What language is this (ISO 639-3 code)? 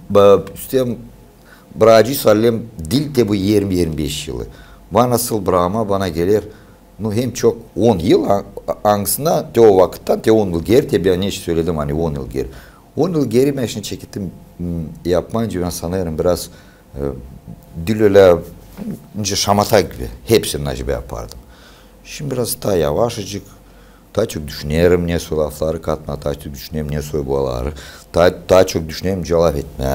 gag